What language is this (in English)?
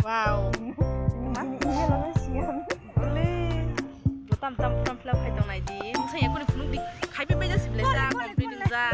Kok Borok